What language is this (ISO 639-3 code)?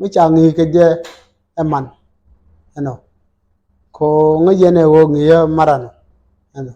nus